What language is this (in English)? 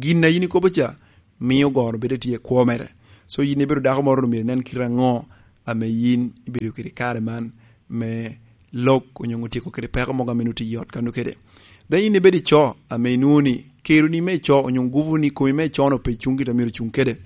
Lango (Uganda)